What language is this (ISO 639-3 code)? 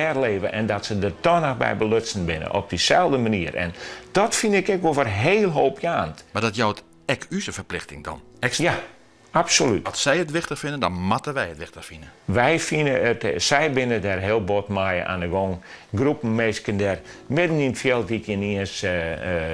fry